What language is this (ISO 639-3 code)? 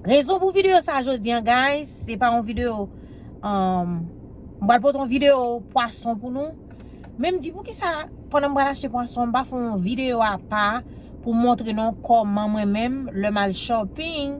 hat